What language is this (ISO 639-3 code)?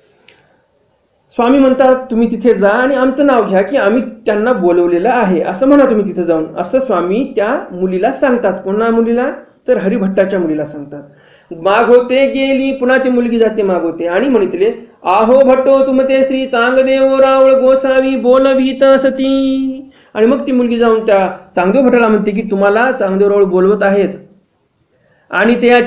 mar